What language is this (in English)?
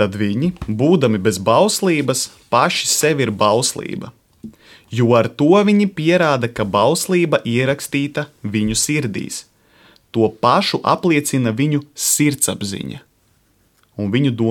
Latvian